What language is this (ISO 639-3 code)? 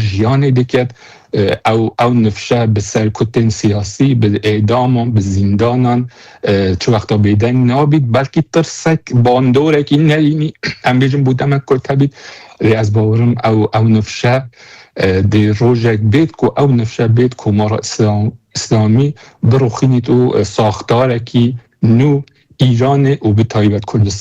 kur